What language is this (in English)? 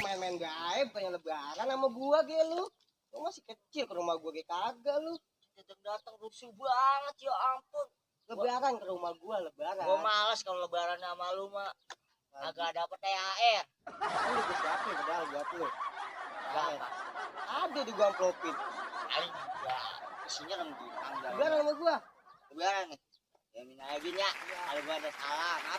Betawi